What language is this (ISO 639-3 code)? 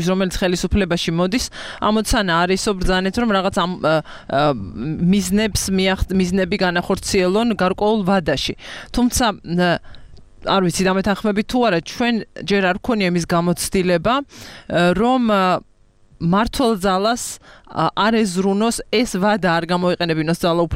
kat